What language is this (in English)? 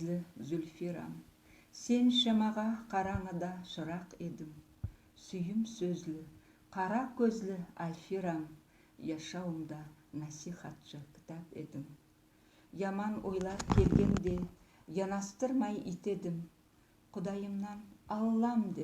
Nogai